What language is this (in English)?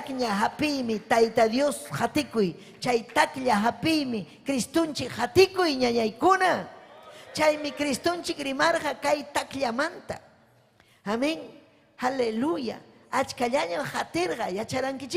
Ayacucho Quechua